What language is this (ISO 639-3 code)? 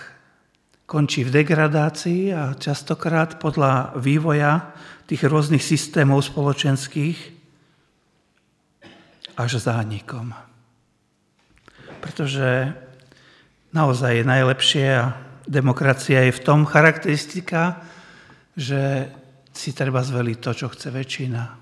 slk